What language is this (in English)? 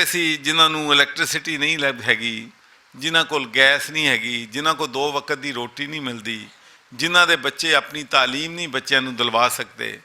Western Panjabi